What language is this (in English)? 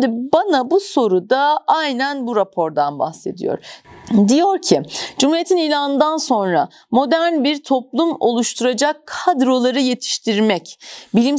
Turkish